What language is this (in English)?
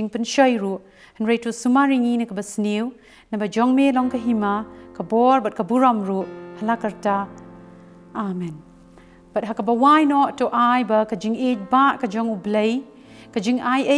Khasi